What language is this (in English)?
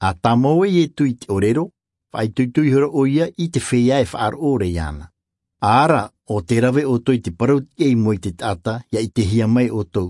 Tahitian